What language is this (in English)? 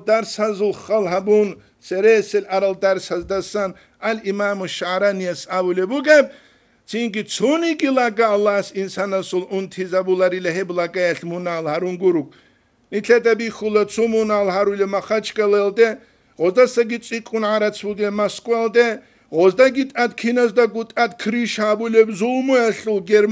Avaric